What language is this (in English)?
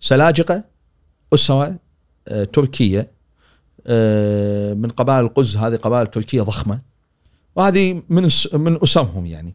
Gulf Arabic